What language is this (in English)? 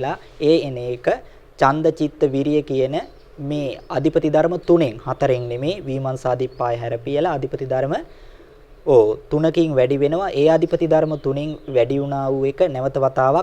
Sinhala